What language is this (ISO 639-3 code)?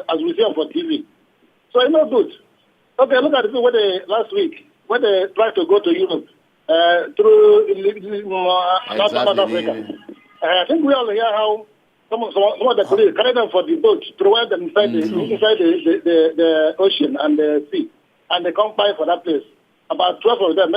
pcm